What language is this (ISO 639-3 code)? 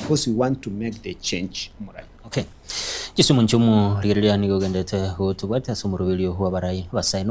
guz